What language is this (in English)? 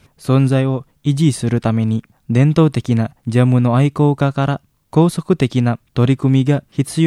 Japanese